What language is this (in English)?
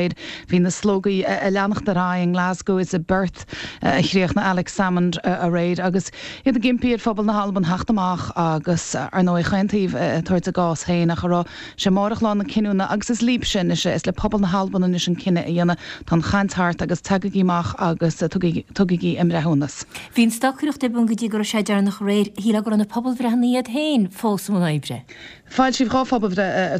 Irish